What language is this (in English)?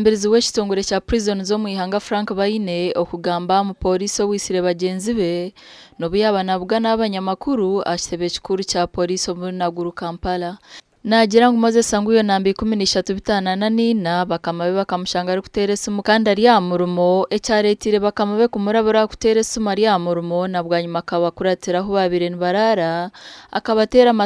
Nyankole